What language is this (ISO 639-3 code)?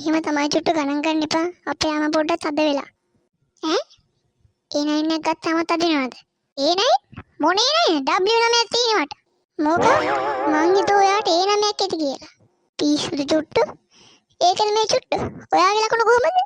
sin